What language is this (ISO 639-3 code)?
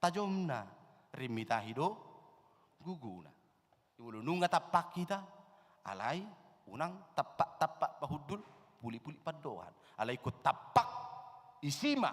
bbc